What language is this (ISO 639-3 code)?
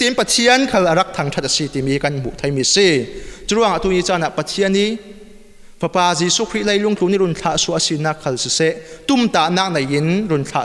cfm